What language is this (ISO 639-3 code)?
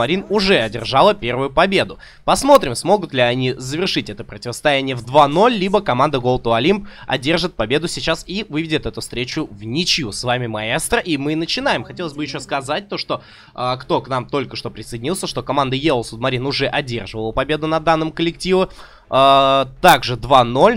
rus